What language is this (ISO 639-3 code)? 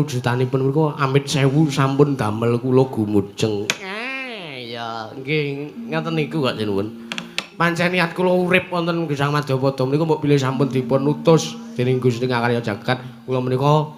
jav